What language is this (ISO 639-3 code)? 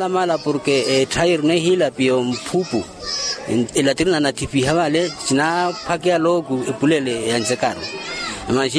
vmw